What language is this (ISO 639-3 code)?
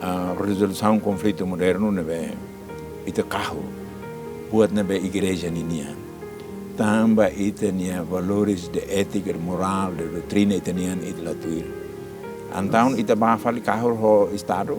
tet